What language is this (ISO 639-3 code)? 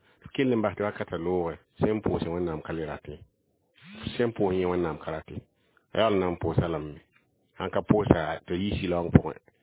mos